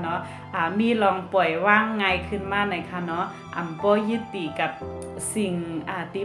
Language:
Shan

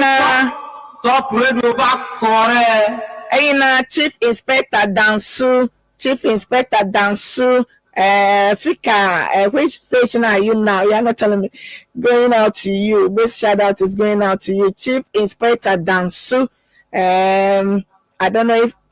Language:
Ewe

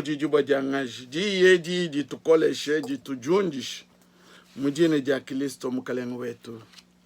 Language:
Luba-Lulua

